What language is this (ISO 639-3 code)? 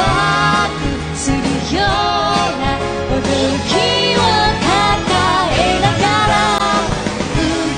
jpn